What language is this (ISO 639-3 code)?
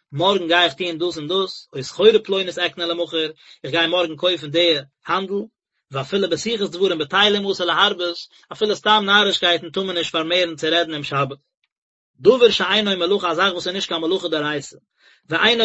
yid